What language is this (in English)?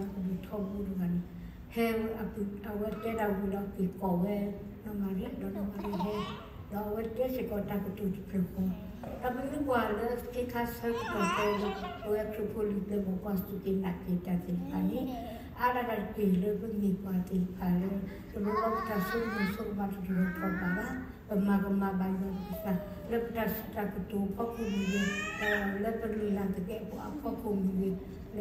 S'gaw Karen